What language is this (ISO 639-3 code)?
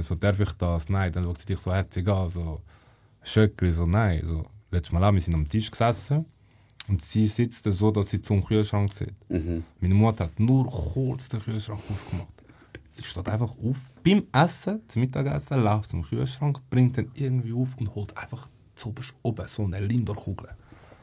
gsw